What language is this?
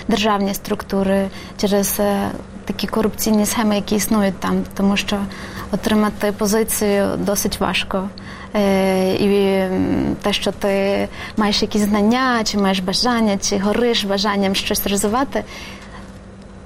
Ukrainian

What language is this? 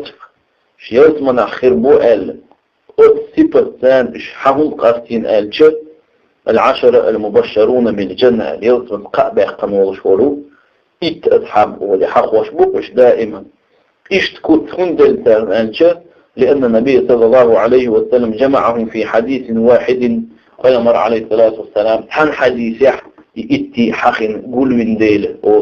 Chechen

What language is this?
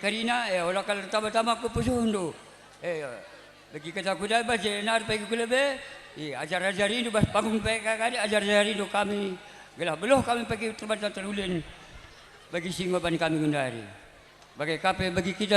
Batak Karo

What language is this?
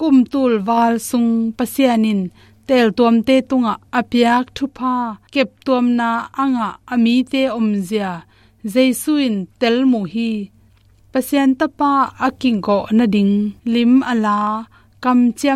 Tedim Chin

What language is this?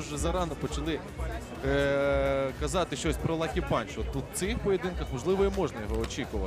Ukrainian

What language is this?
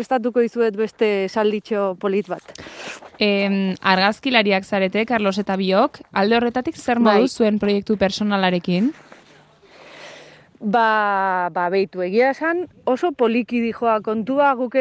Basque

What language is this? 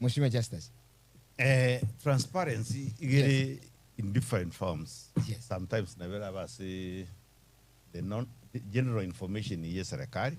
Gusii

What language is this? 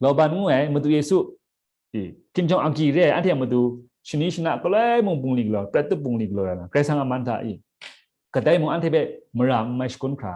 Kachin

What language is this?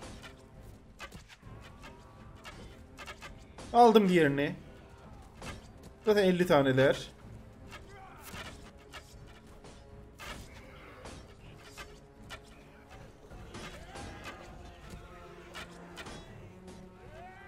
Turkish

